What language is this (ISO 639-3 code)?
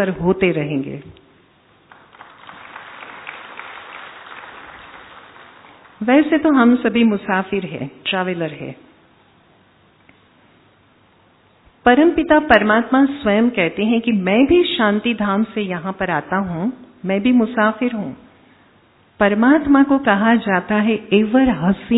hin